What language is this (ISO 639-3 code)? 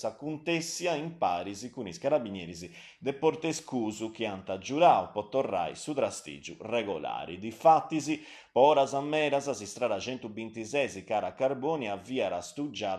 srd